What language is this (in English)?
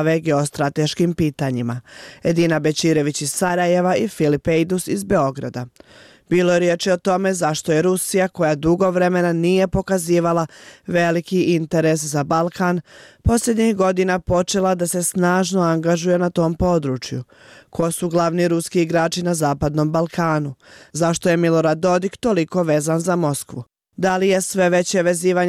Bosnian